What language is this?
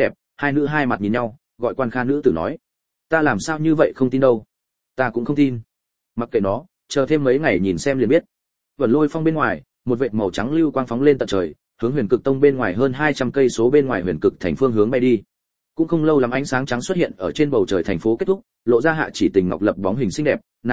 Vietnamese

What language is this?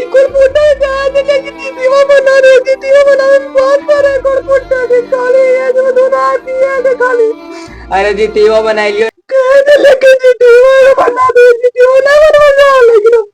Magahi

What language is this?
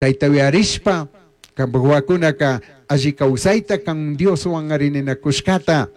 Chimborazo Highland Quichua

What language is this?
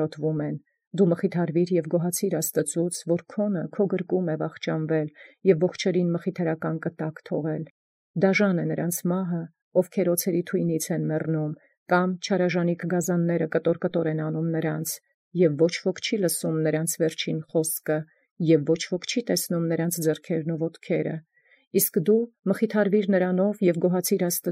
Armenian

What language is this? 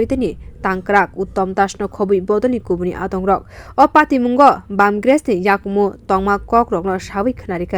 Kok Borok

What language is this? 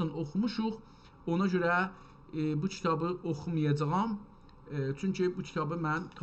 South Azerbaijani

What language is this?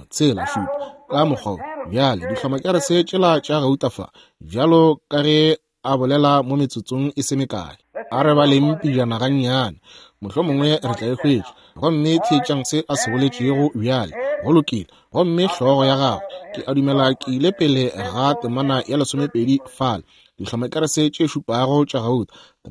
Northern Sotho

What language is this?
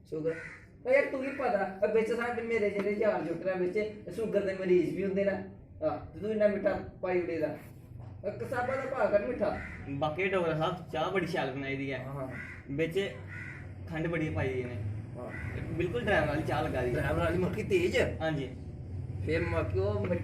Dogri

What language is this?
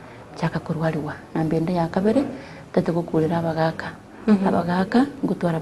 Gusii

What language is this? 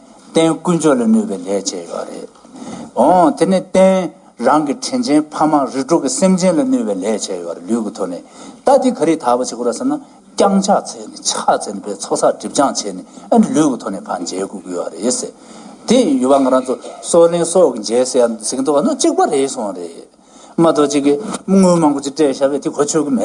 Tibetan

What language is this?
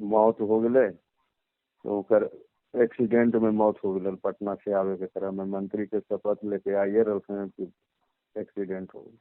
Magahi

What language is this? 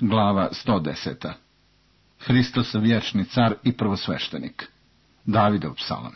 Croatian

